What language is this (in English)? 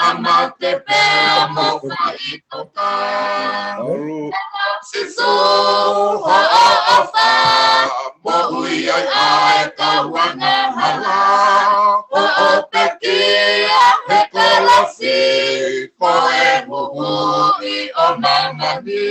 Tongan